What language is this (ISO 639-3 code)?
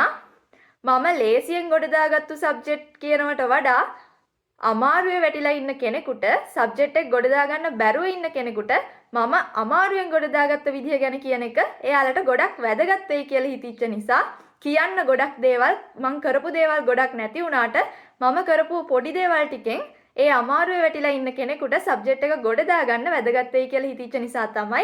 sin